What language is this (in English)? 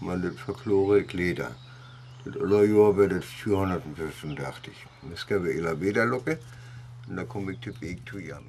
Northern Frisian